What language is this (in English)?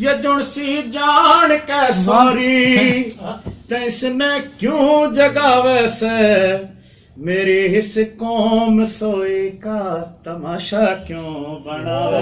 Haryanvi